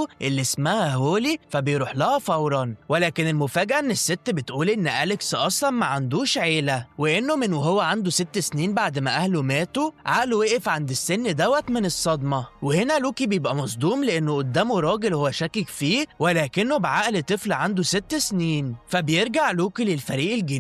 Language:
Egyptian Arabic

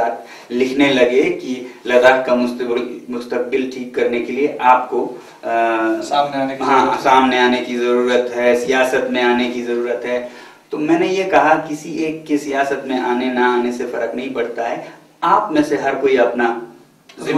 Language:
Hindi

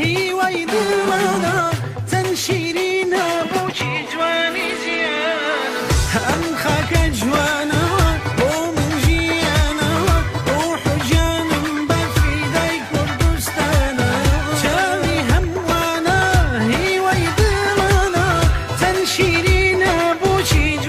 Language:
Kurdish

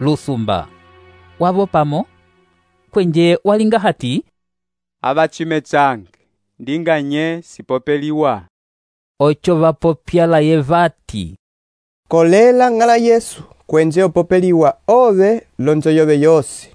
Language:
Umbundu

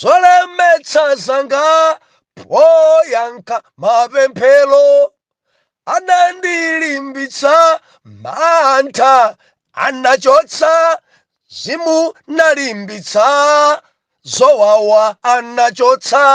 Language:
Nyanja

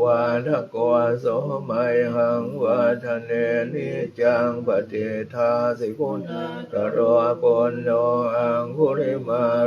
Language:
Pali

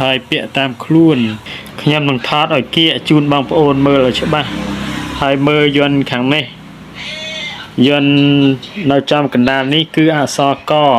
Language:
Khmer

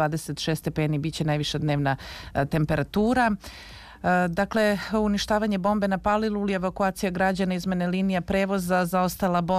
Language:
Serbian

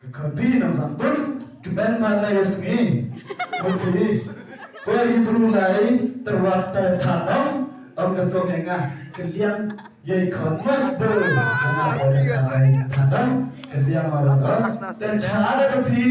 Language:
Khasi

